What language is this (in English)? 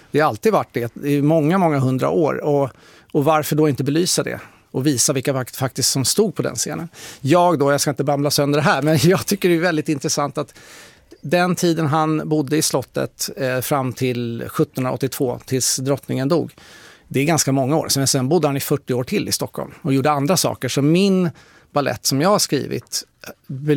Swedish